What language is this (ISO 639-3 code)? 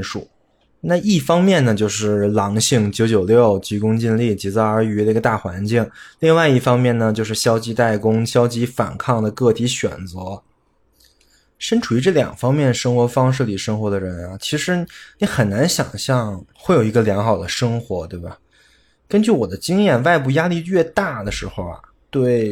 zho